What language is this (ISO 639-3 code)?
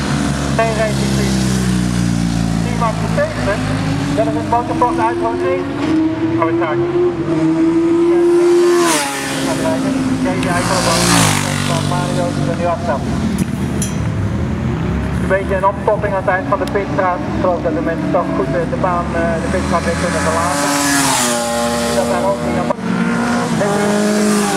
nld